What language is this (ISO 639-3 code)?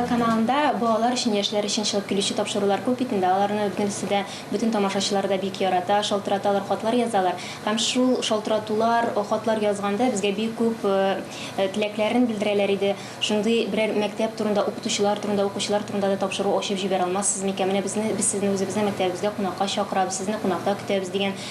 tat